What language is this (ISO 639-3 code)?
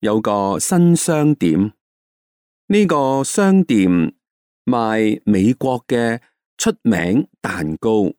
yue